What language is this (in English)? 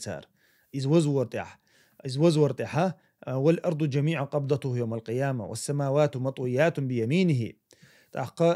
Chechen